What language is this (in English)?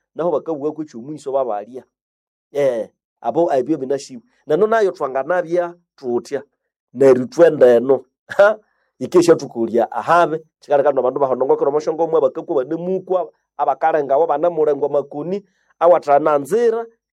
Nande